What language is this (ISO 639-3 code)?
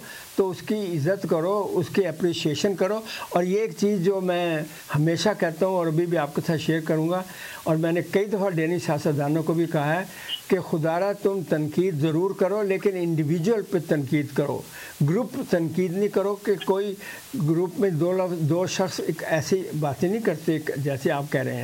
urd